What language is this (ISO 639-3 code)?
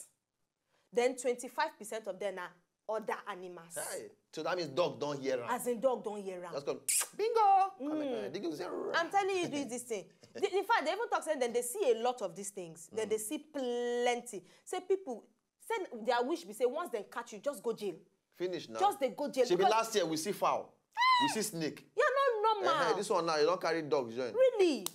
pcm